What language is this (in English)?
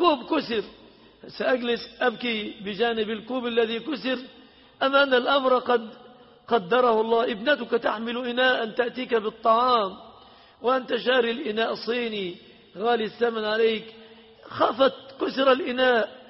Arabic